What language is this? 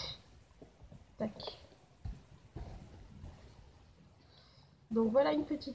French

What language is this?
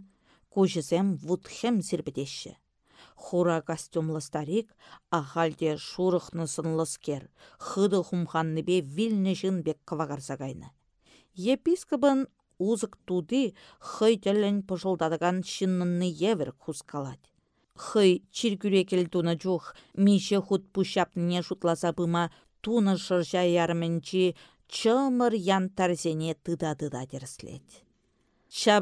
Chuvash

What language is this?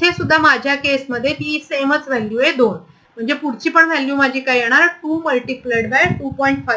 Marathi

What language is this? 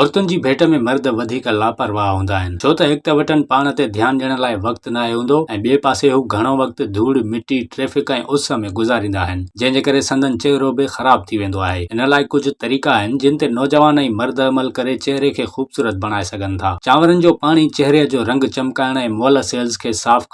Sindhi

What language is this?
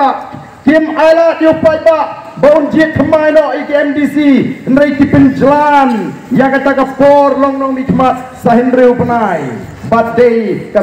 Khasi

